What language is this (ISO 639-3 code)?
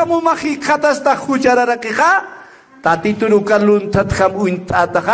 aym